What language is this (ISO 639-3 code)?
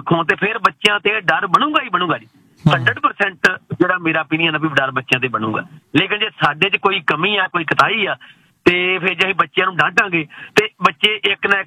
pan